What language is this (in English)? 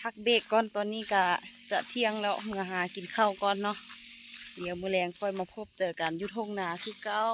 Lao